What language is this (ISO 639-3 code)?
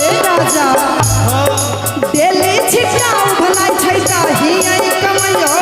mai